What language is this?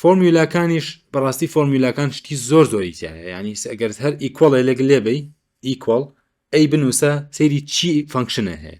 Central Kurdish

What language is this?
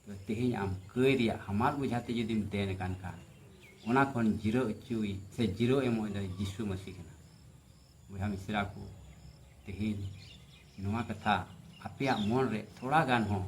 Santali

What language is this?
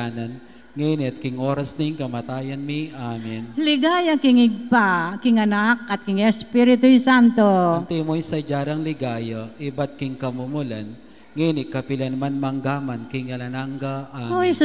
Pampanga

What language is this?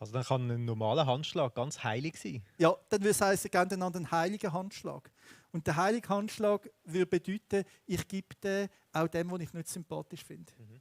Swiss German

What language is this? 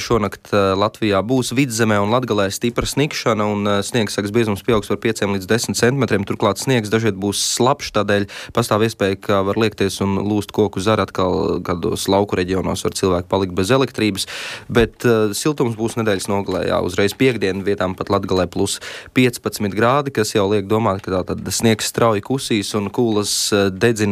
Latvian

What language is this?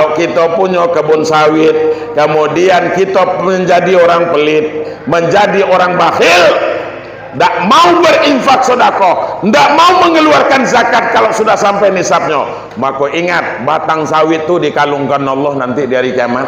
Minangkabau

